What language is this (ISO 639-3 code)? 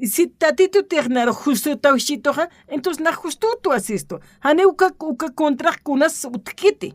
aym